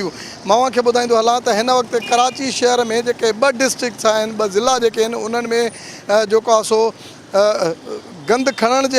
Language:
Sindhi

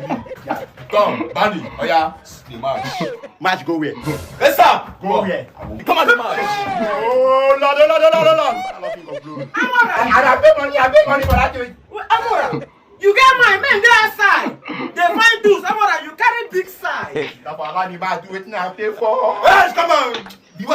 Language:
Nigerian Pidgin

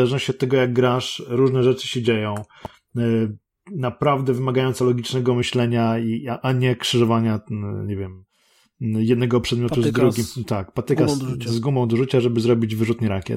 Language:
Polish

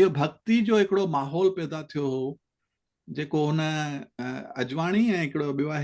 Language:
Sindhi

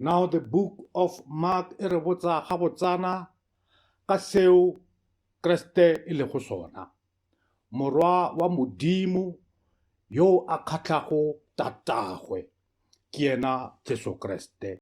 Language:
Northern Sotho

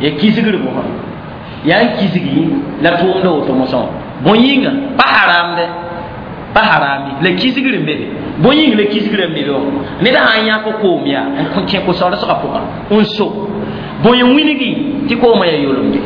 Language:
Mossi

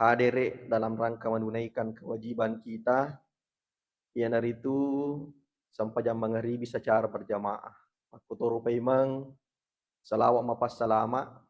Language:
Buginese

